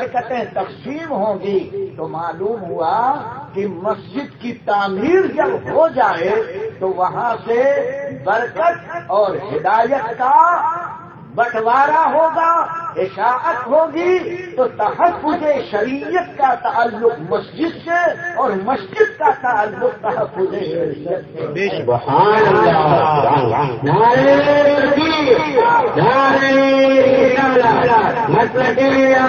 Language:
Urdu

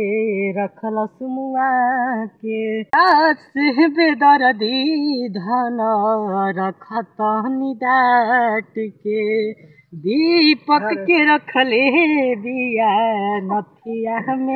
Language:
Bhojpuri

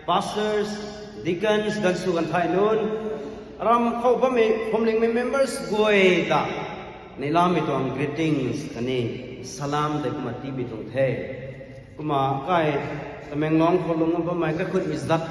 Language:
Rongmei Naga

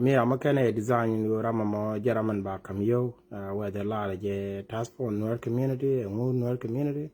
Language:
Nuer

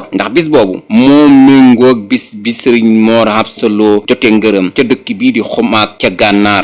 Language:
Wolof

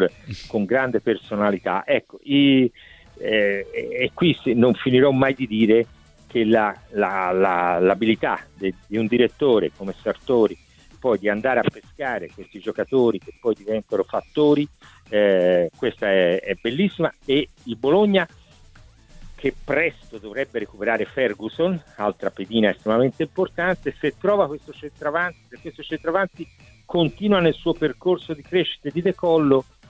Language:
Italian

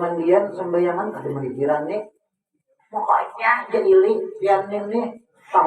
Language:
Banjar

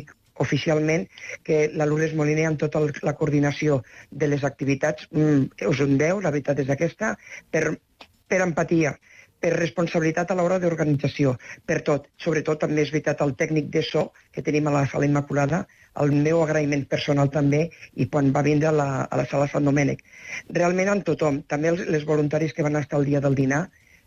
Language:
Catalan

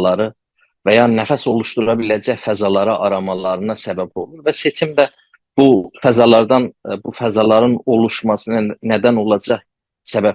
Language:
South Azerbaijani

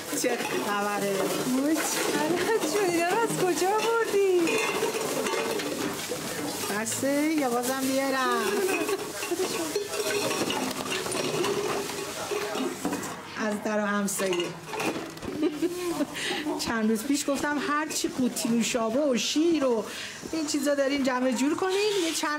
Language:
Persian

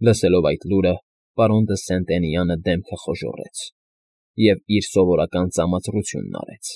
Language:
Armenian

